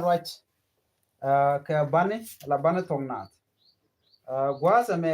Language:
Nuer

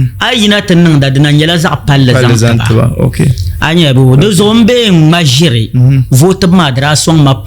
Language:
Dagbani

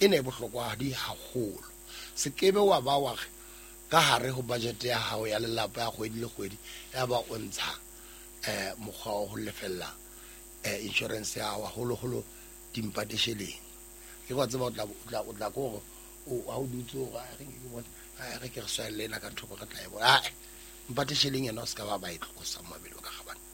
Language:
Southern Sotho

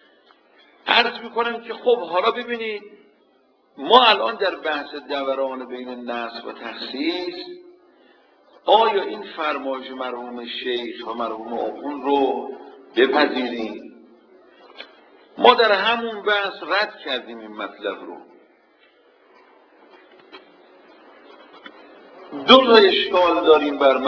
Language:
Persian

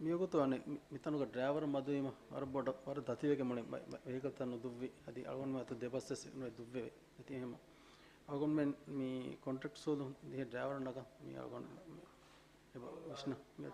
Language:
Divehi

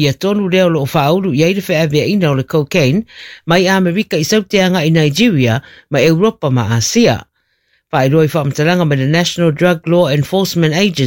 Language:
Samoan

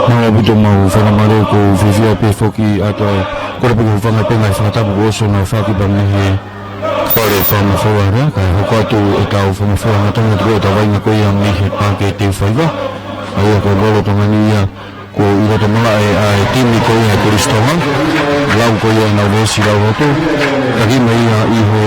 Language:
Tongan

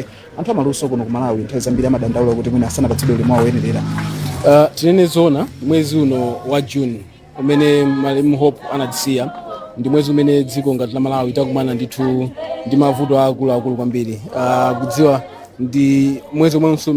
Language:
Nyanja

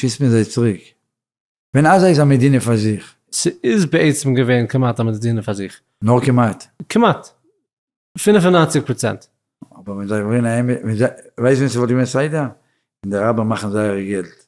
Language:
Yiddish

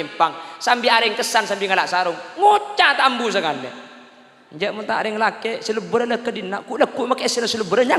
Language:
Madurese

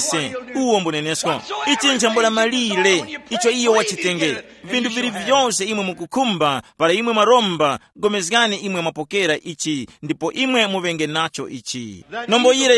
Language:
Tumbuka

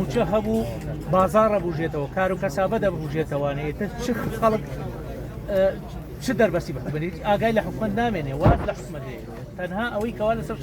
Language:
Central Kurdish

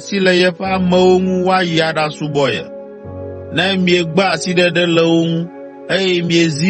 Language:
Ewe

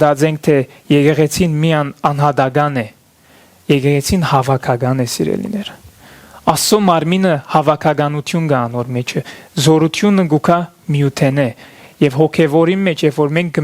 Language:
Western Armenian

